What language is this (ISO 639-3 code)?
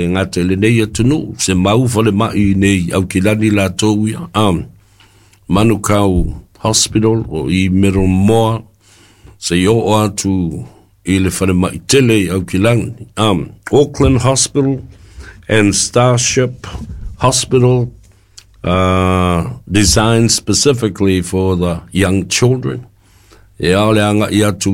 smo